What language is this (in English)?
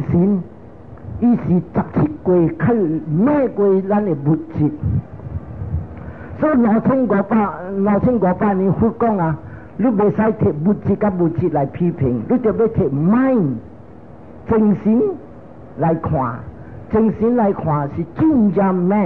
Min Nan Chinese